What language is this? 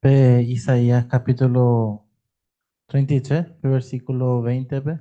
Guarani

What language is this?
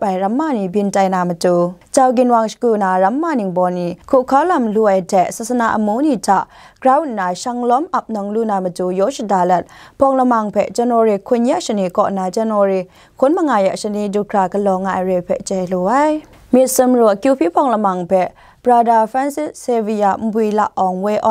Kachin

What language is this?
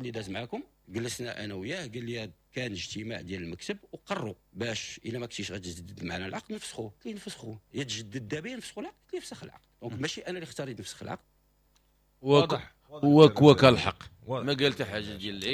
Moroccan Arabic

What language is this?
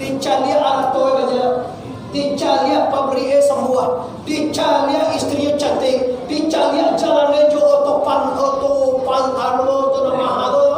Minangkabau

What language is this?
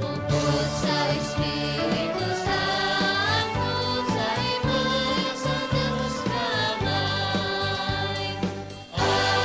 Hiligaynon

